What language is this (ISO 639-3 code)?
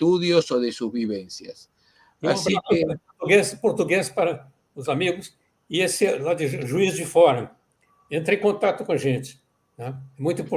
lad